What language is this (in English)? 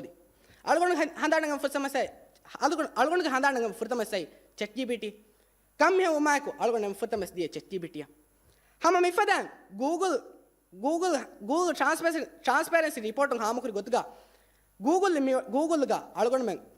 Divehi